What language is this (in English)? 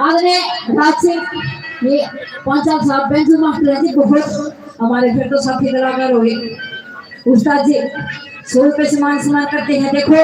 Haryanvi